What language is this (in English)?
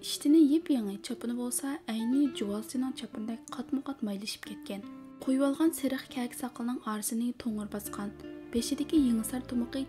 Uyghur